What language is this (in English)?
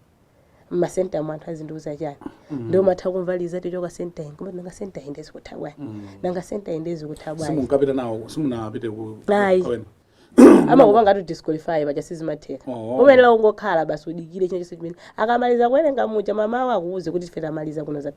Nyanja